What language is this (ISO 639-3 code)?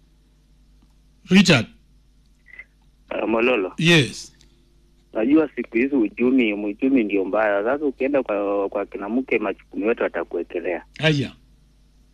swa